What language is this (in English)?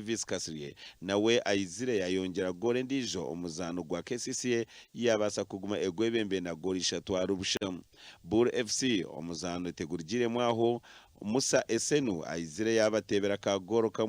Nyankole